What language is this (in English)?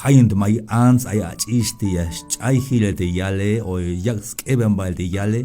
Tzeltal